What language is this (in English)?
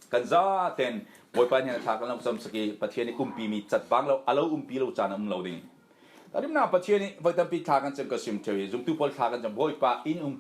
Falam Chin